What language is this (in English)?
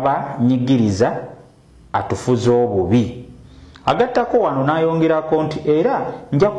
Ganda